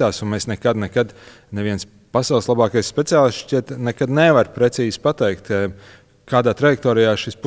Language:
Latvian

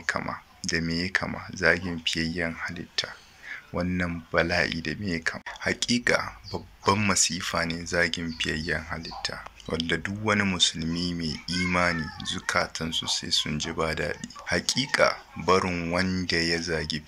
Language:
Hausa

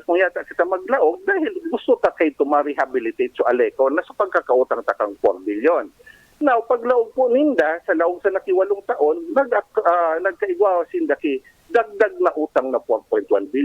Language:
Bikol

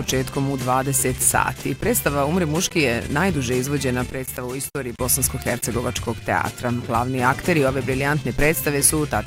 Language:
Bosnian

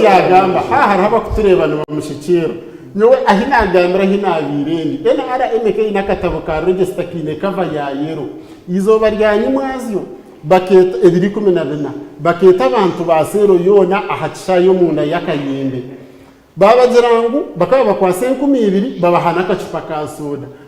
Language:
Nyankole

